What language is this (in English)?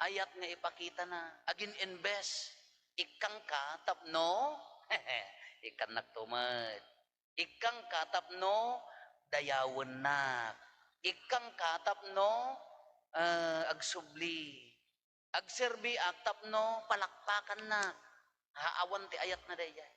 Iloko